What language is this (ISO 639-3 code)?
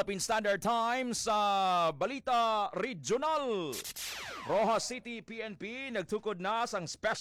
hil